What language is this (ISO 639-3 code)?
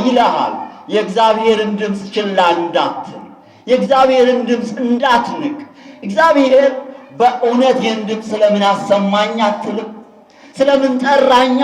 amh